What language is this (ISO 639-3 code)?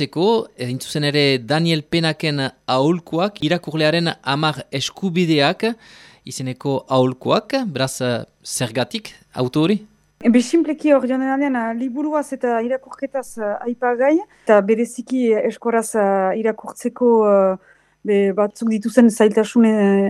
eus